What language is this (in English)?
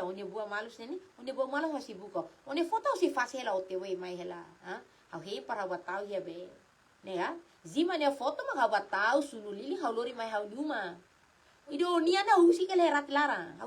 Tetum